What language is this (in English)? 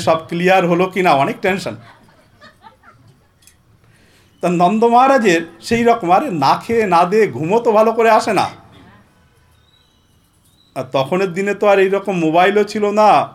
Bangla